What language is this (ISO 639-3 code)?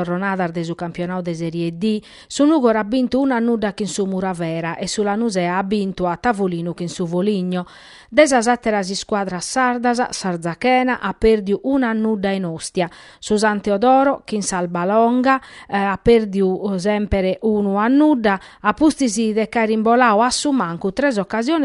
srd